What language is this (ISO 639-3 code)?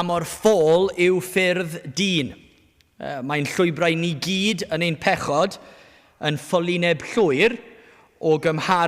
cym